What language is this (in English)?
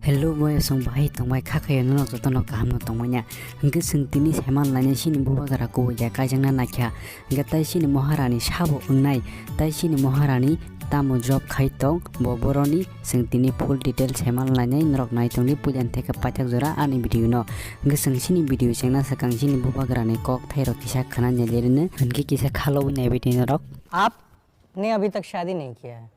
Kok Borok